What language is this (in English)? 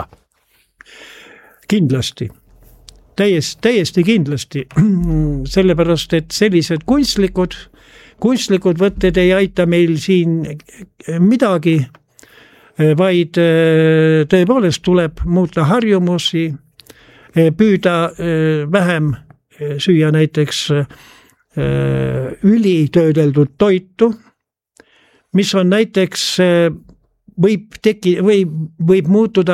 Estonian